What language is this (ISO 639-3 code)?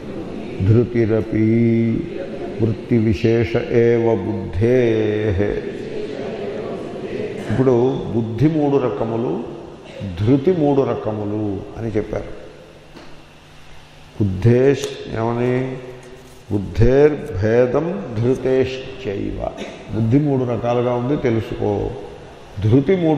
tel